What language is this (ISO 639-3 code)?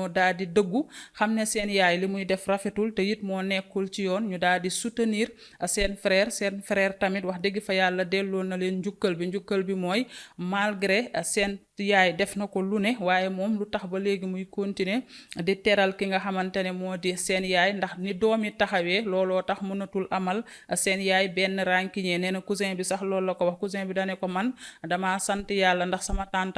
wol